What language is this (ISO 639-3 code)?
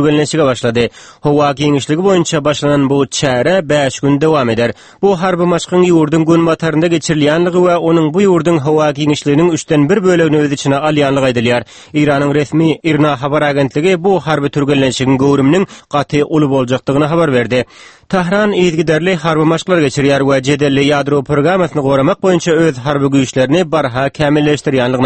tuk